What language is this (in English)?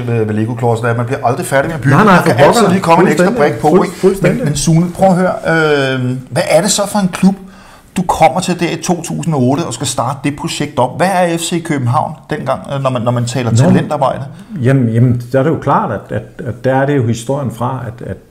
Danish